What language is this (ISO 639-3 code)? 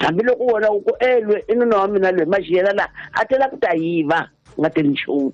tso